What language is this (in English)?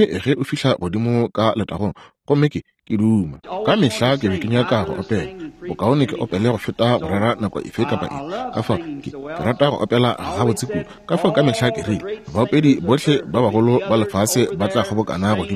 Northern Sotho